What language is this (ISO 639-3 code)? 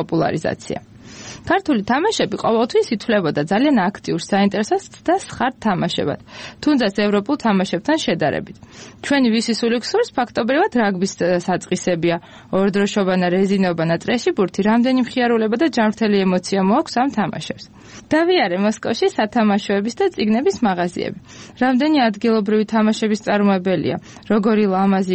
kat